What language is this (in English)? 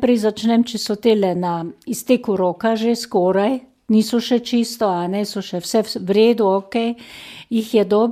Slovenian